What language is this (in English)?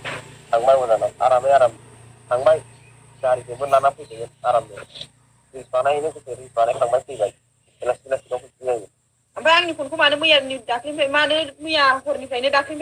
Bodo